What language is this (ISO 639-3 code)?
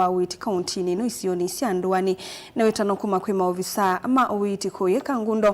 kam